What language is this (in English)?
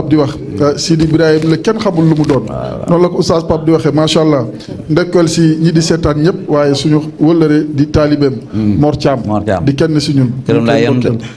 Wolof